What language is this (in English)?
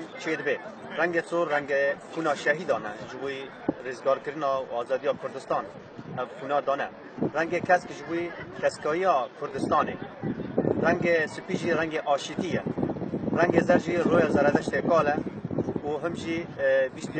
Kurdish